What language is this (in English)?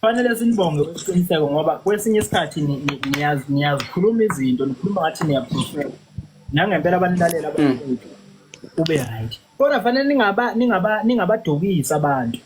Zulu